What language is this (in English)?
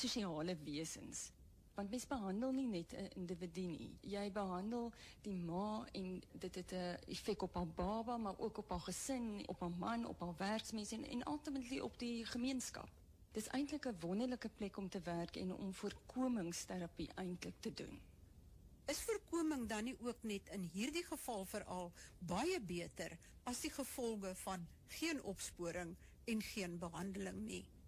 Afrikaans